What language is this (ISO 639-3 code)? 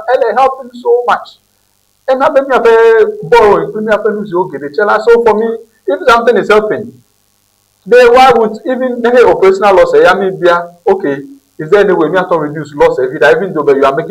ewe